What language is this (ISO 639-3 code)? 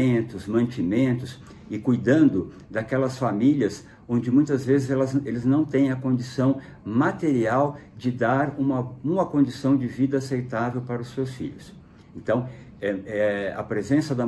por